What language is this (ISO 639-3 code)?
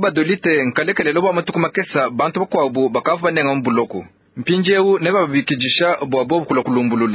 lua